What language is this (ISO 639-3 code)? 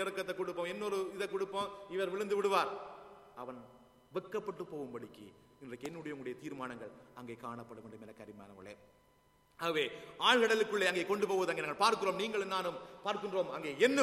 tam